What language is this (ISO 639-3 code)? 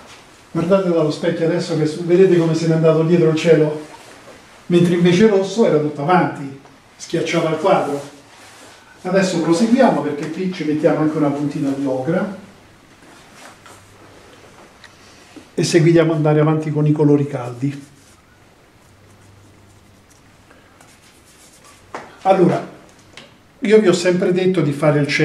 ita